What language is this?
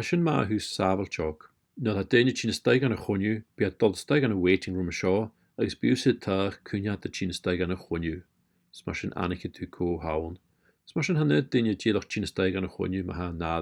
Scottish Gaelic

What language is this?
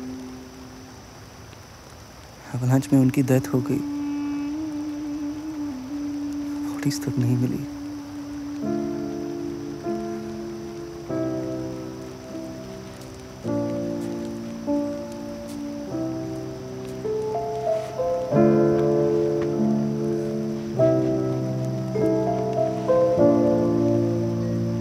Hindi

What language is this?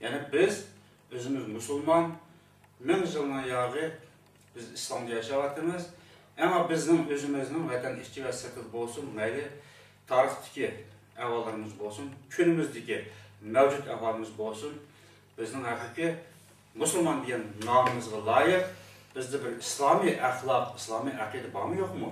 Uyghur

